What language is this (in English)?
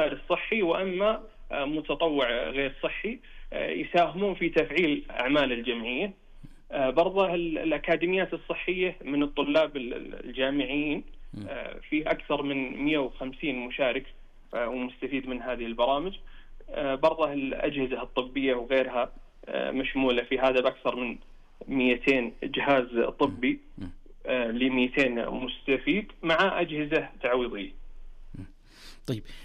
Najdi Arabic